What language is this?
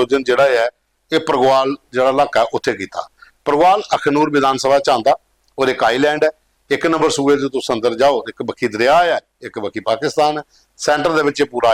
Dogri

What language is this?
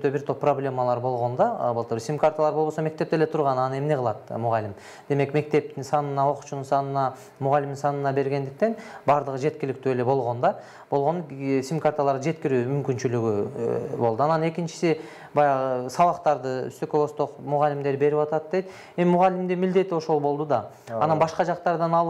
Kyrgyz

